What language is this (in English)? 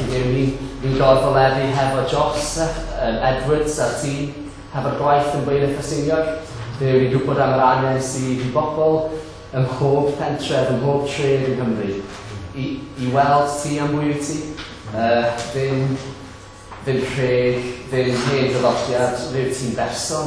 Welsh